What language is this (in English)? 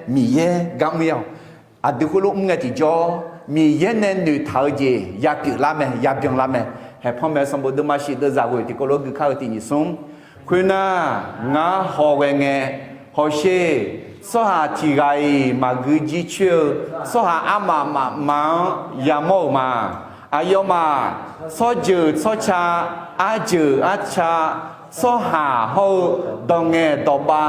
Akha